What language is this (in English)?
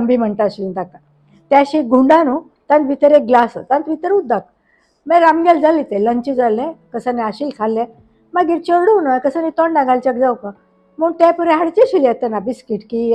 Konkani